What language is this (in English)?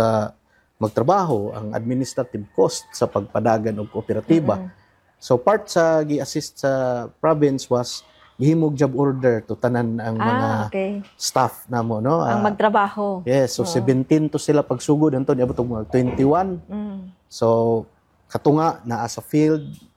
Cebuano